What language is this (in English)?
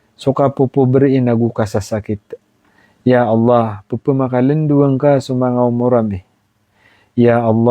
Maranao